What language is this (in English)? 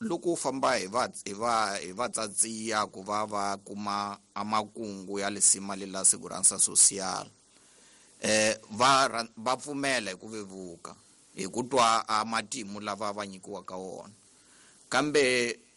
Tsonga